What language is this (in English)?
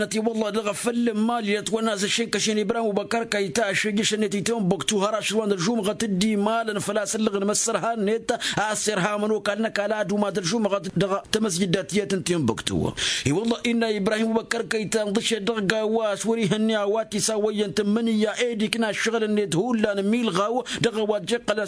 Tamasheq